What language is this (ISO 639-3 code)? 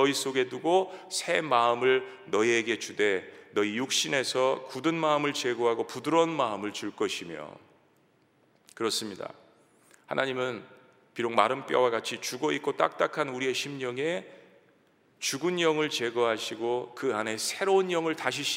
kor